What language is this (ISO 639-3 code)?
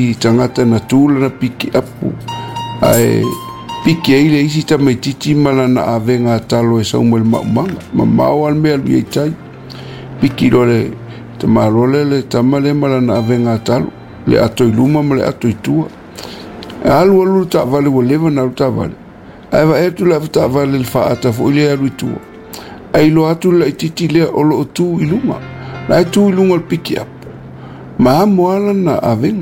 smo